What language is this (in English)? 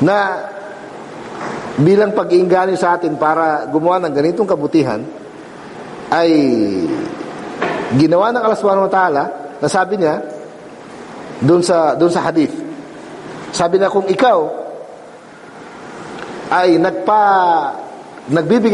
Filipino